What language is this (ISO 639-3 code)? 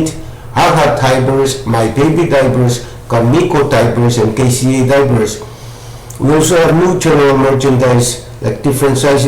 pon